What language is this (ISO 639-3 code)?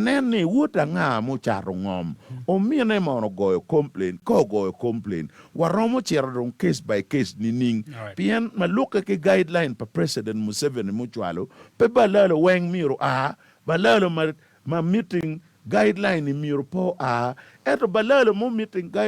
ach